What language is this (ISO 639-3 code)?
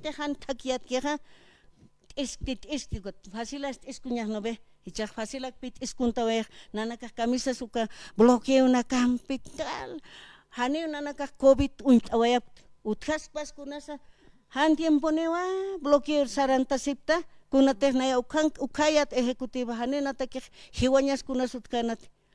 aym